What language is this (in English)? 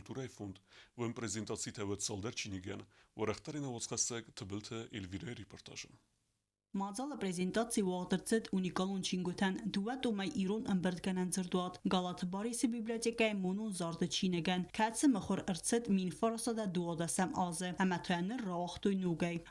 Ossetic